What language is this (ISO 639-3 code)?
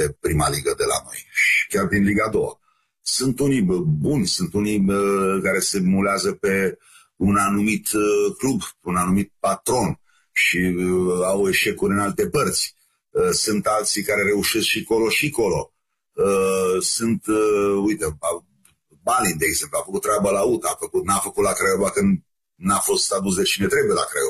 ron